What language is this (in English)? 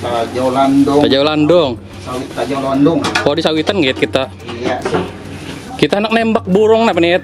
Banjar